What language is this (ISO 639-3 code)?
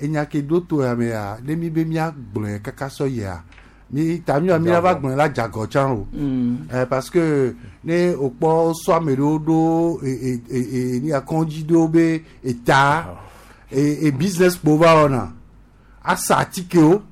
gej